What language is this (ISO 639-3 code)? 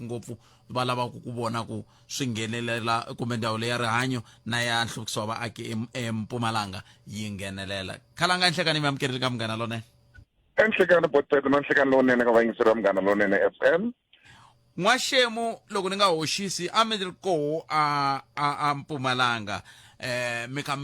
tso